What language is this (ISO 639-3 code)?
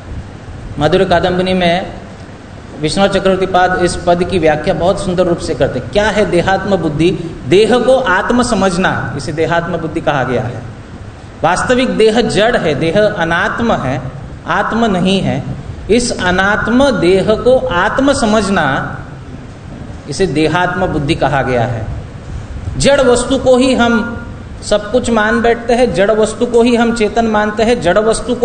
hin